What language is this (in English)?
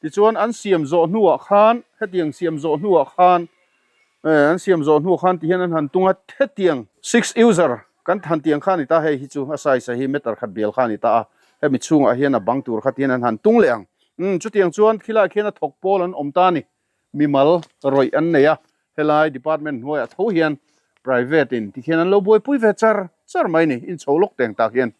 Mizo